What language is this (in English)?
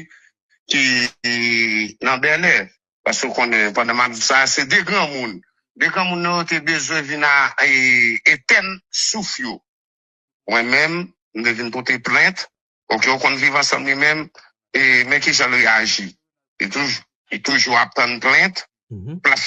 Haitian Creole